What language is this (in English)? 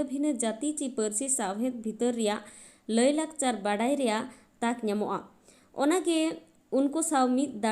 Santali